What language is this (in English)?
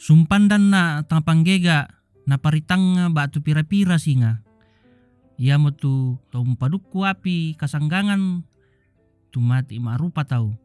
Toraja-Sa'dan